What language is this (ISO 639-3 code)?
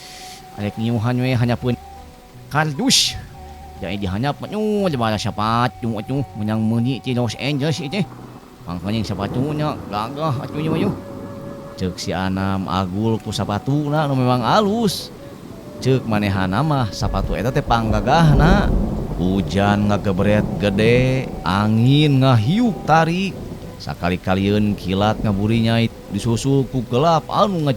sun